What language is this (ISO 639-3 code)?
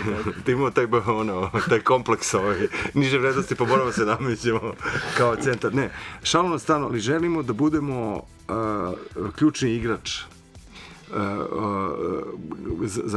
srp